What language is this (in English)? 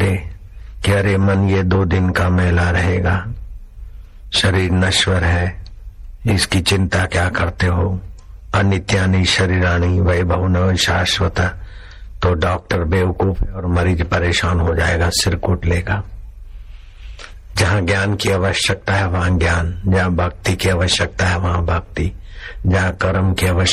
Hindi